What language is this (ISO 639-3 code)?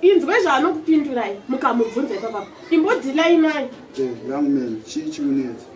sna